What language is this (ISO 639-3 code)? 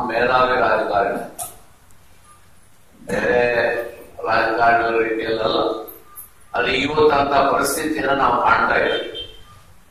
kan